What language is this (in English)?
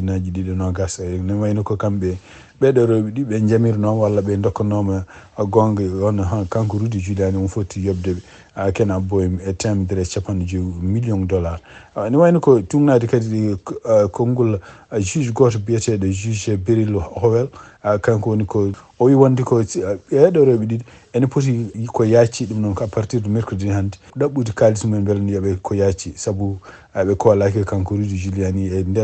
Fula